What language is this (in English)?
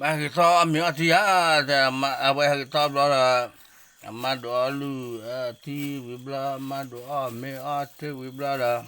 S'gaw Karen